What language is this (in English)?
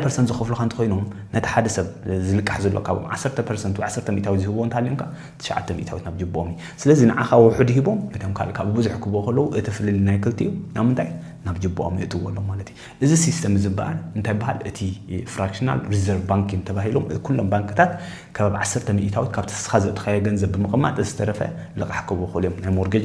Tigrinya